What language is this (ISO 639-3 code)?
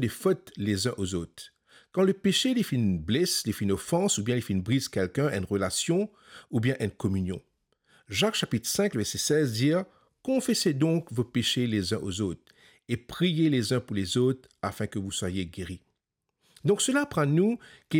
mfe